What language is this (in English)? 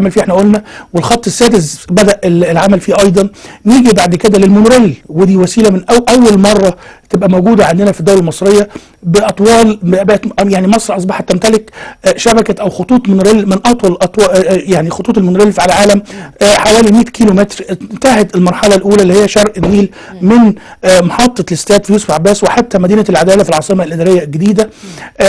Egyptian Arabic